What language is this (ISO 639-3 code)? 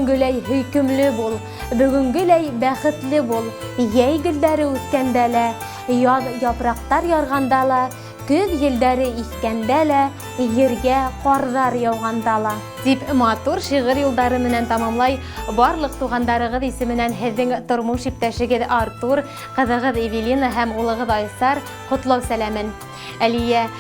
bak